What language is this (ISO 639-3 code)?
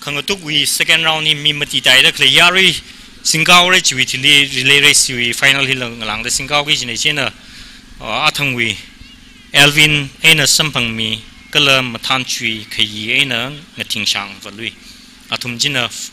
nmf